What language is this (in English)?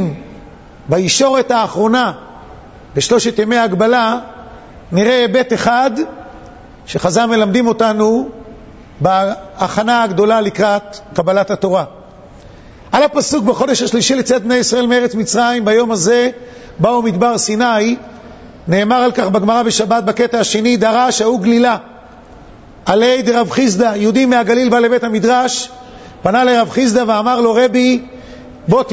Hebrew